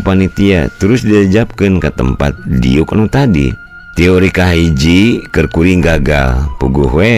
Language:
Sundanese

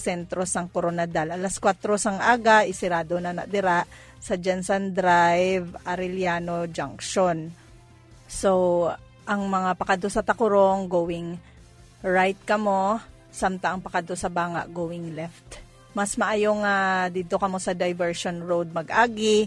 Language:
Hiligaynon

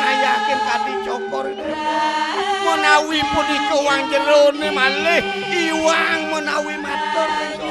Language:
Balinese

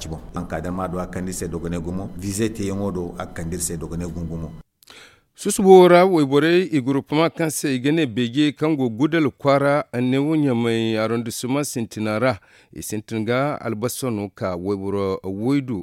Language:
Zarma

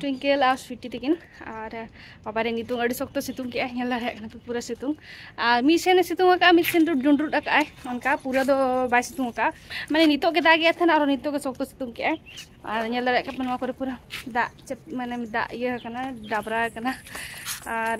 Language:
Santali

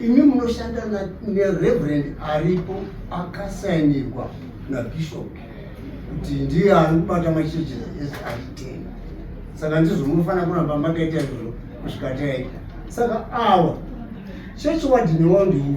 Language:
Shona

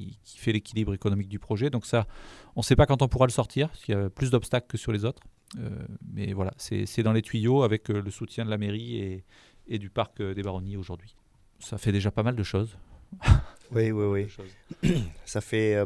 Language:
French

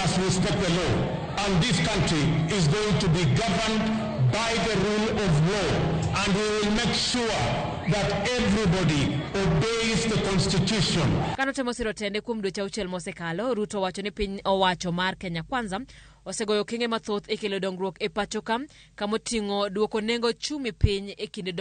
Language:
Luo (Kenya and Tanzania)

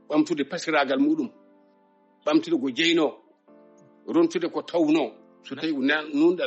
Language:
Fula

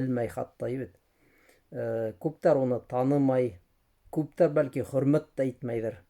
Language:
Bashkir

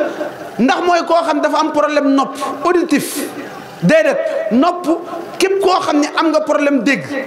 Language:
Wolof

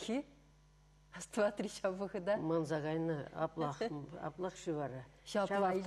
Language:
Chuvash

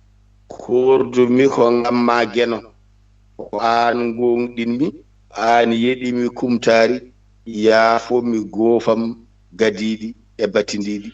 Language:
Fula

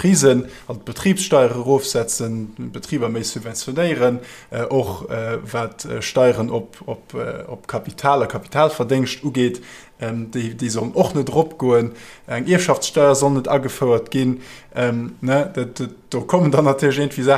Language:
Luxembourgish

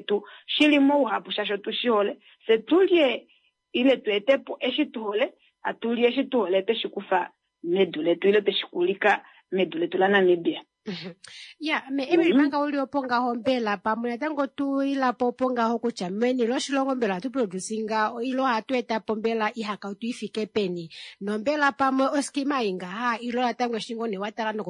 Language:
Kuanyama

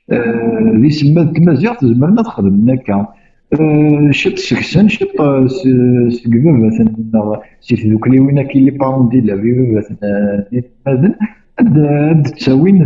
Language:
Kabyle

